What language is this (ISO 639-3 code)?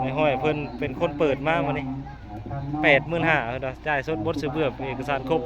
tts